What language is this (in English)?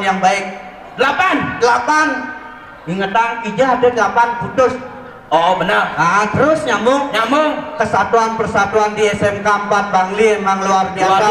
Balinese